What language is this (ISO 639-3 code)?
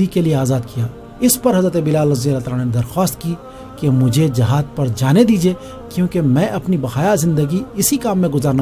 urd